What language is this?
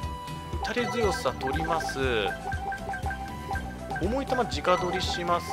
Japanese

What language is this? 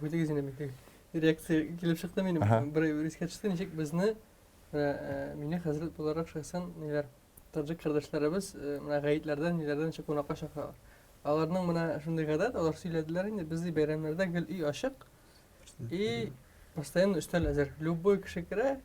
Tatar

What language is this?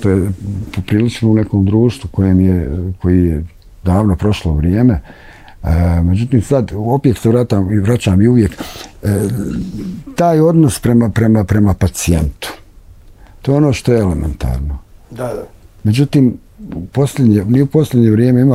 Bosnian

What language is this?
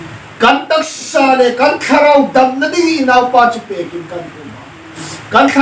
Hmar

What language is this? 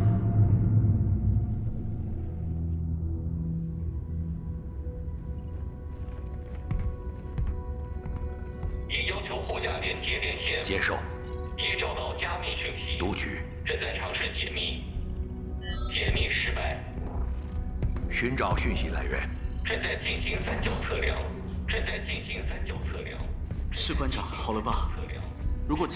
Chinese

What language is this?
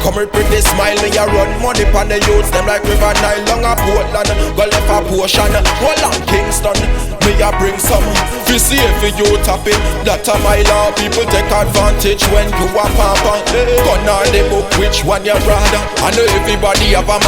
Jamaican Creole English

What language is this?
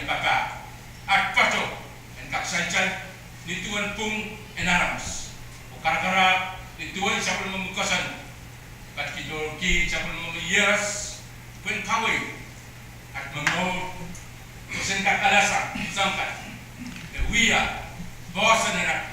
Pohnpeian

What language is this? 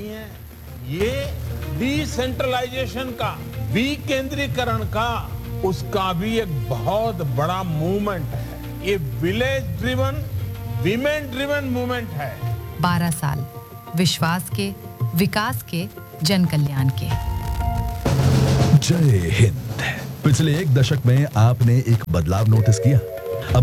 Hindi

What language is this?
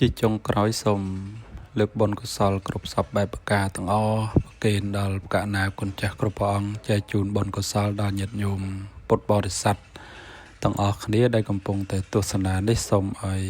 Khmer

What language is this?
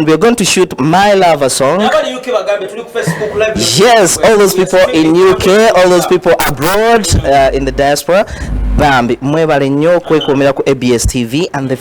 Ganda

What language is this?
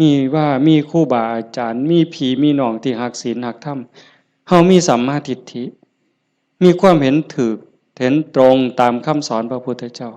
Northeastern Thai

